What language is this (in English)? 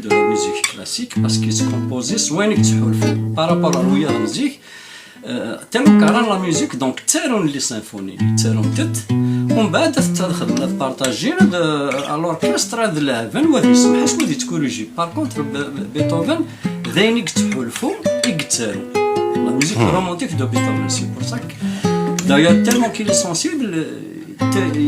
Kabyle